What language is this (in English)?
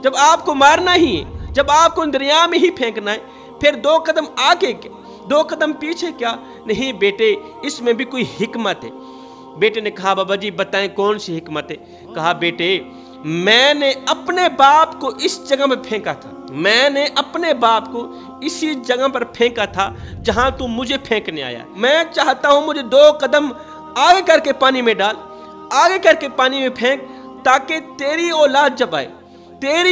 Urdu